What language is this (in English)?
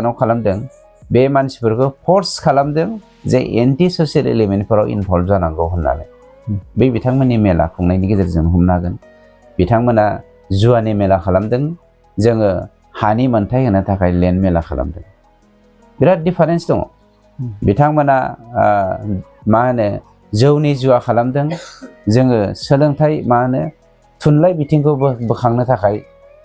Bodo